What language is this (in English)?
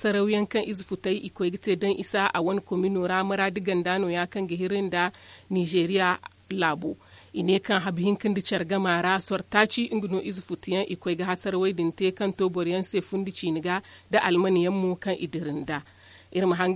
Zarma